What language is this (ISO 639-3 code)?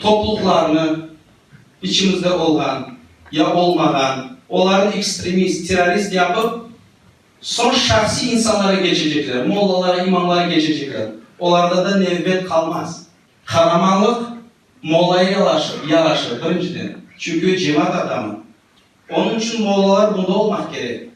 crh